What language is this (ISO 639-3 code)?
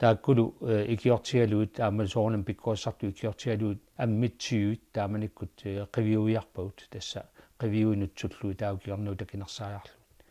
kal